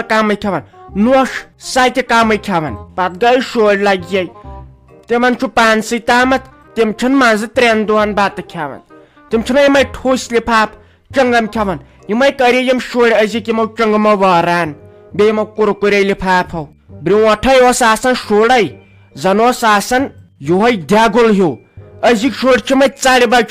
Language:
Kashmiri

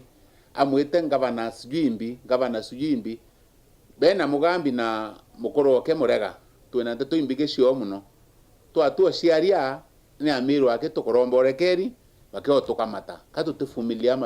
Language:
Meru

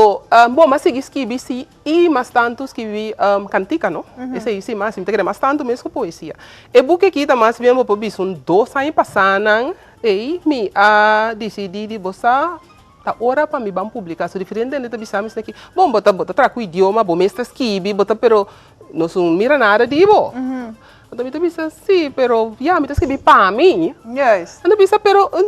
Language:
Papiamento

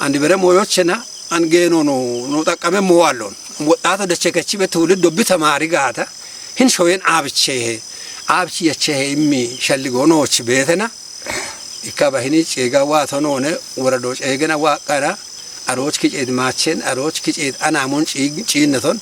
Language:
Kafa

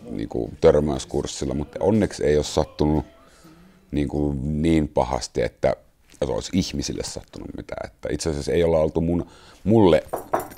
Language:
Finnish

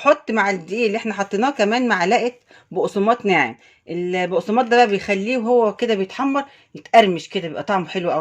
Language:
Egyptian Arabic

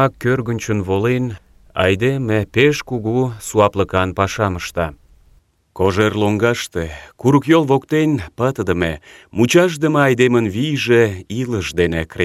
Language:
Mari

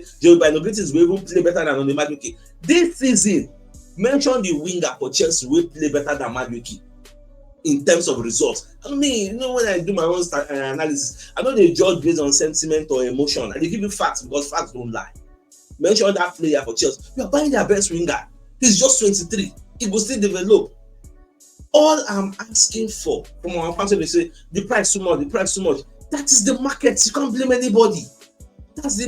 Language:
Nigerian Pidgin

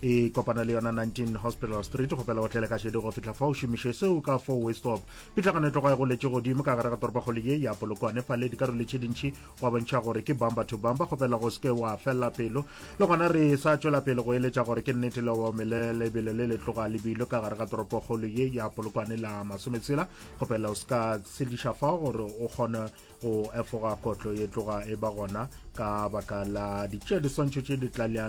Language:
Northern Sotho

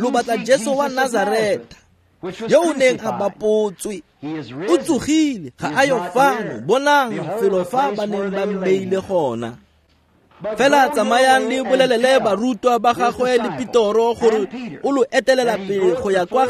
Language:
Tswana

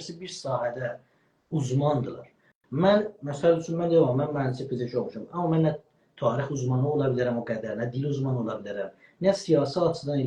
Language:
South Azerbaijani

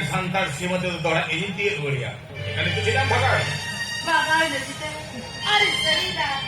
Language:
Santali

